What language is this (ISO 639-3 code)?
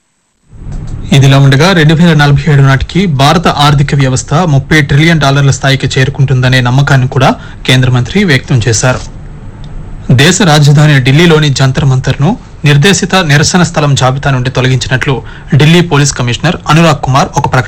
tel